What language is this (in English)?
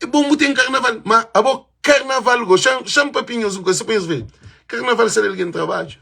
Kabuverdianu